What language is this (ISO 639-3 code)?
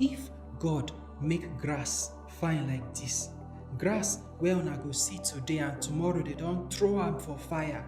pcm